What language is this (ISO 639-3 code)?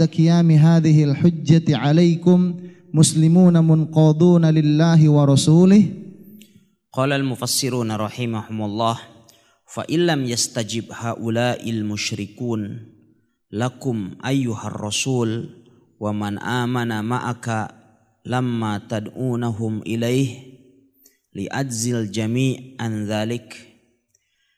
ind